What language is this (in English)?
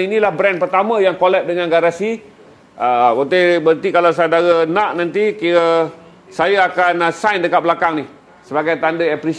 Malay